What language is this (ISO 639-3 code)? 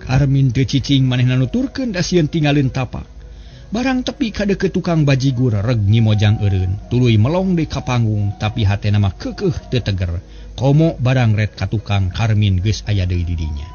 sun